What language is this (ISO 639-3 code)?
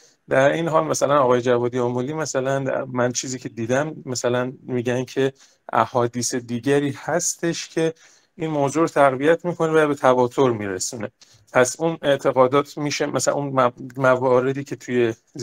fas